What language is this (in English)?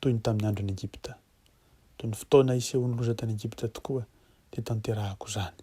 Malagasy